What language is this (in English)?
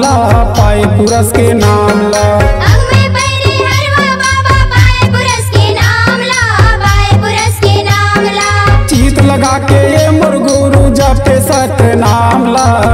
Chhattisgarhi